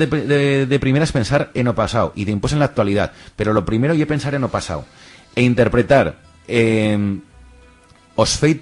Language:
Aragonese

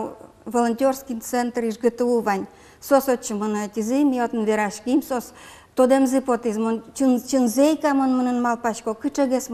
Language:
Udmurt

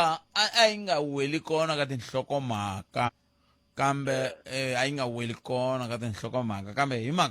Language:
Tsonga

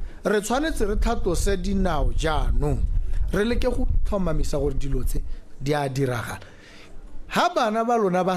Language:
Tswana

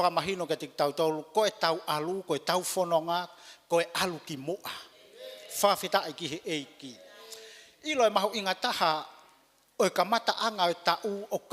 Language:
Tongan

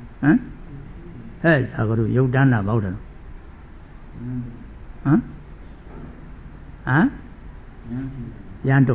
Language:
Burmese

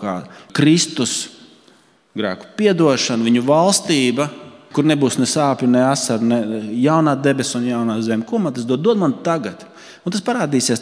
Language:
Latvian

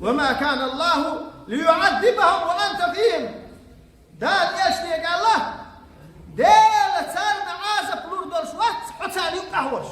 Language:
Chechen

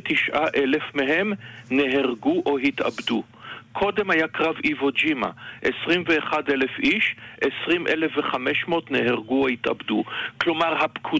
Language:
Hebrew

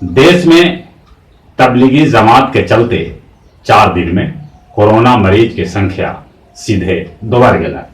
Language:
Magahi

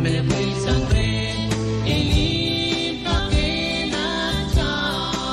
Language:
Pohnpeian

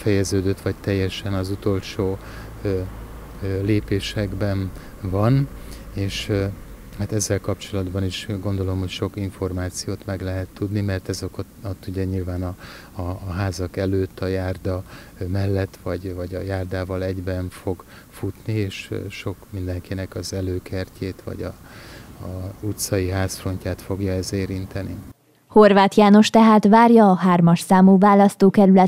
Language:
Hungarian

